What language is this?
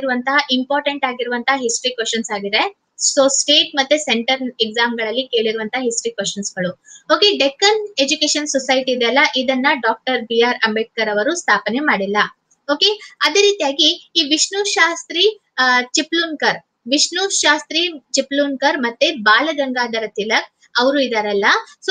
Kannada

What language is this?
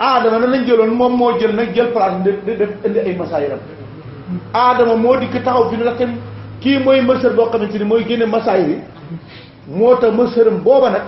Wolof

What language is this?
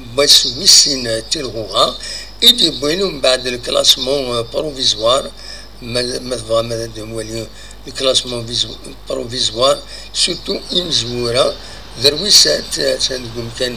Kabyle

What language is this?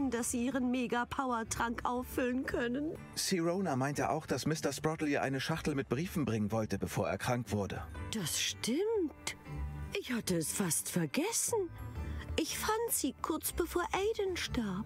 German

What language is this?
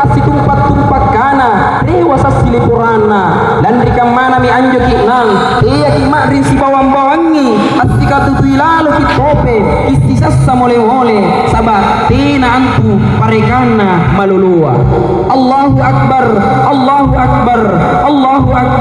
Makasar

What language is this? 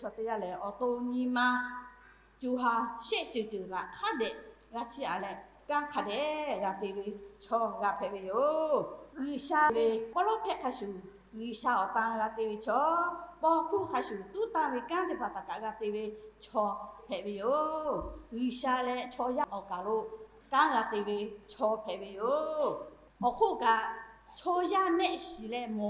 Lahu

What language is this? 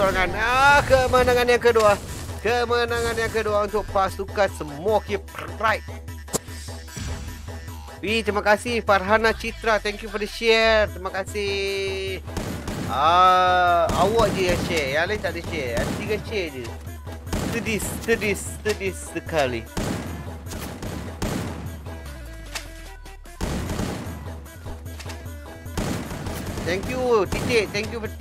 Malay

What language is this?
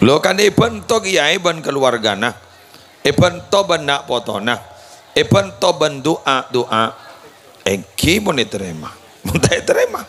Madurese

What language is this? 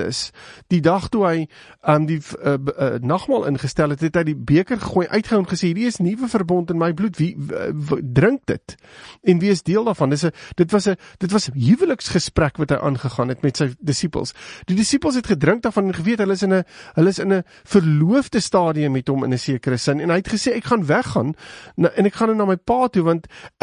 Afrikaans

